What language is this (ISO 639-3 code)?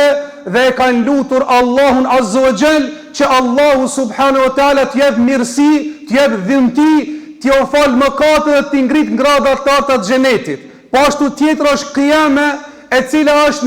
sqi